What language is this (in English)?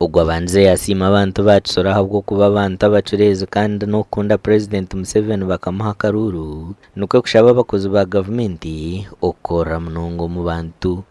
Nyankole